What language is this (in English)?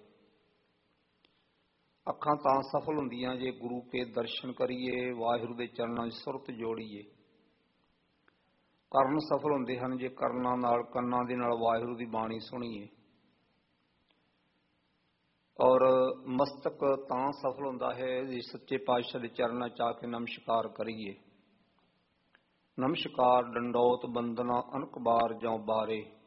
Punjabi